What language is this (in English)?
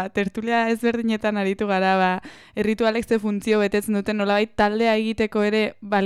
Basque